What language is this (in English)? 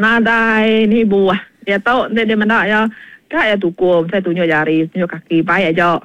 Iban